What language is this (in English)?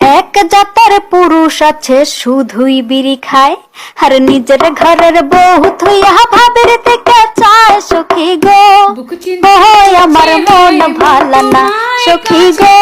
Sylheti